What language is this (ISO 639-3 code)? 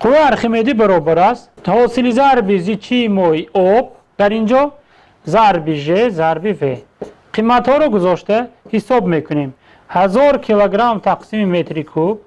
tgk